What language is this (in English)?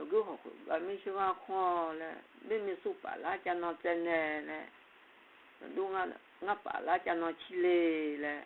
Akha